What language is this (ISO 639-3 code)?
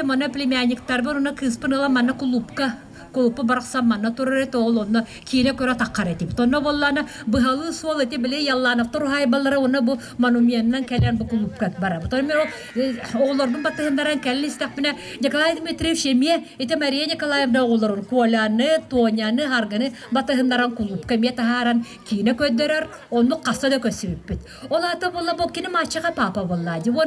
sah